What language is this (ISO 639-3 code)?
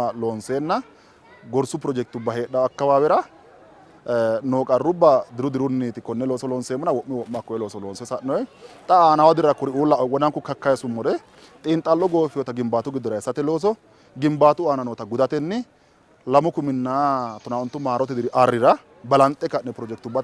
sid